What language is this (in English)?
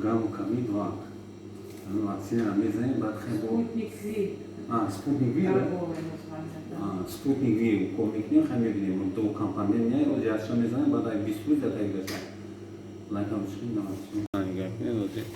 Tajik